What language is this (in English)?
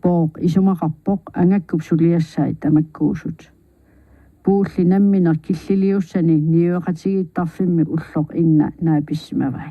Kalaallisut